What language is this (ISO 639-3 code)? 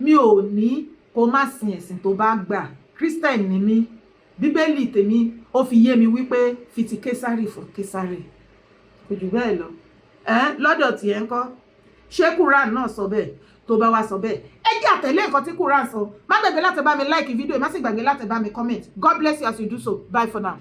yor